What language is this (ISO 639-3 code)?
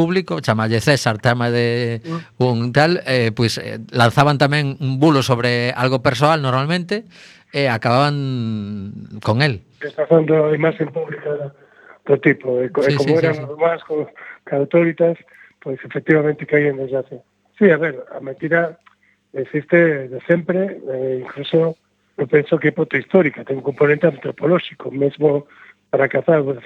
glg